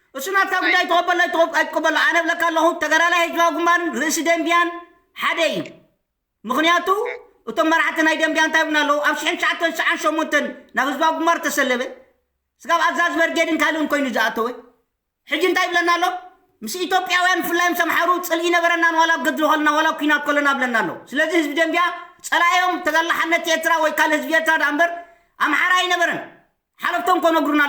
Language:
Tigrinya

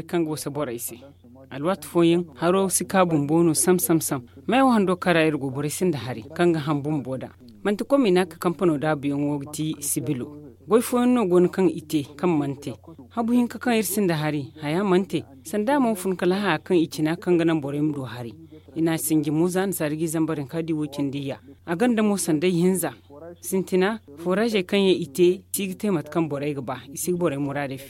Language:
Zarma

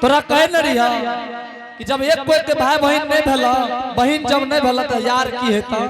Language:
Angika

